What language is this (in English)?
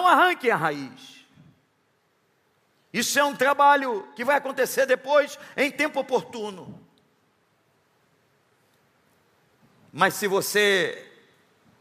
Portuguese